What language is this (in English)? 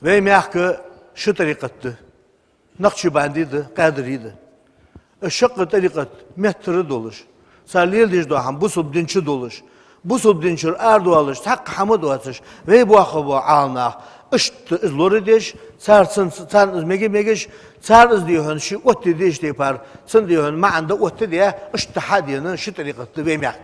Ingush